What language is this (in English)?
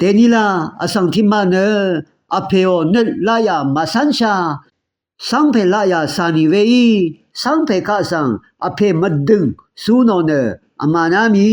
Rawang